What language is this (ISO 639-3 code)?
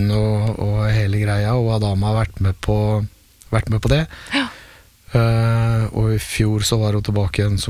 nor